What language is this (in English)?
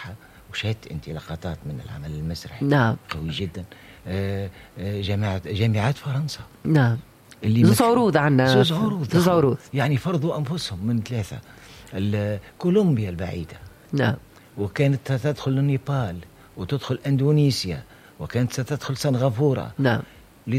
Tunisian Arabic